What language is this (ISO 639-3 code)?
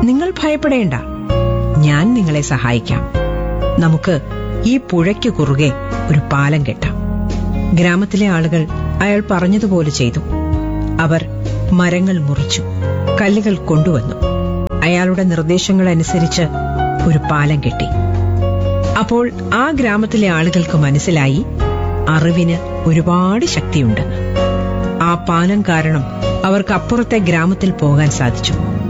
mal